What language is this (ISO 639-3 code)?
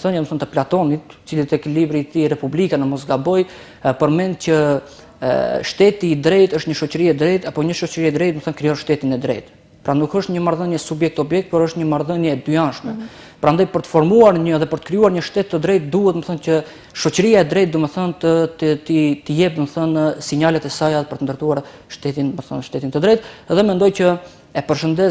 sqi